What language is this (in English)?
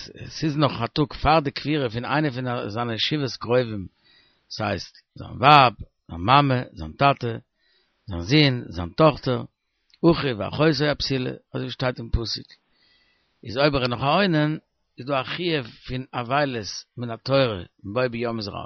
Yiddish